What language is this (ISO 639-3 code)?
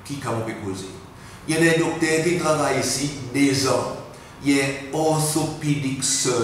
crs